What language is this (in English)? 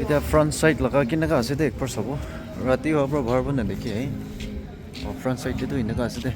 Naga Pidgin